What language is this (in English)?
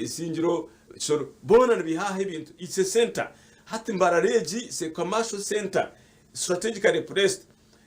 Nyankole